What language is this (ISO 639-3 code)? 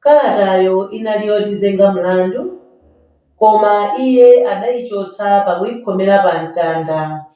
nya